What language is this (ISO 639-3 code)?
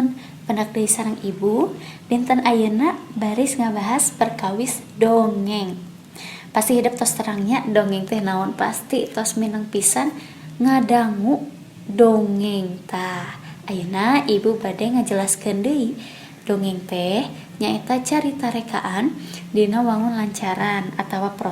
sun